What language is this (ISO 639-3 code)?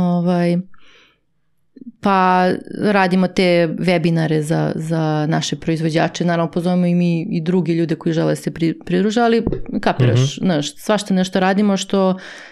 srp